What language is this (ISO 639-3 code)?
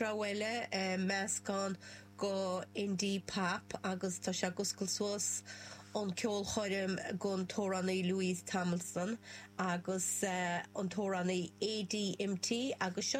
gle